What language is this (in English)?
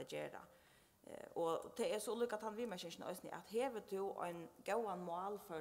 Faroese